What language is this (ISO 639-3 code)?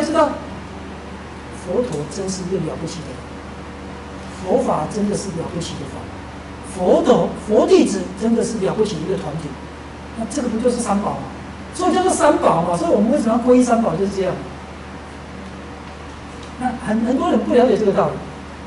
zho